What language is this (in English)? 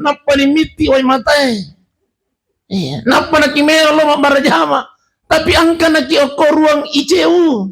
Buginese